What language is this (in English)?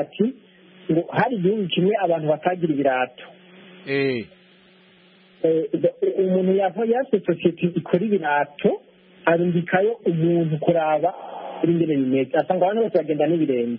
Kinyarwanda